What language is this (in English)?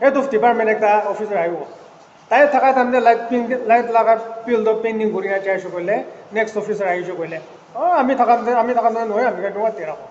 Naga Pidgin